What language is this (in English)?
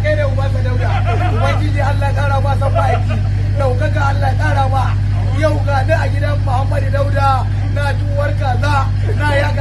Hausa